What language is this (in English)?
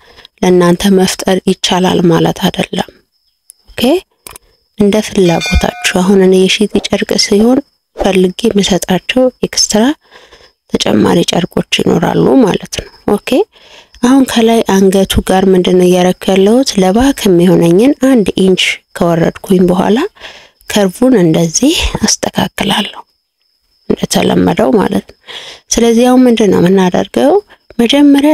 Amharic